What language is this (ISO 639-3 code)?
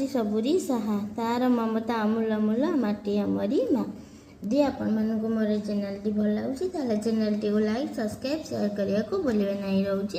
ori